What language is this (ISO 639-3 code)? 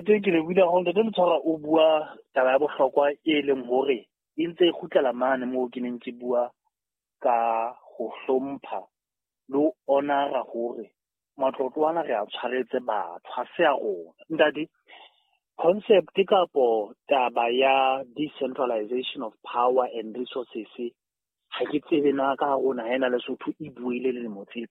sot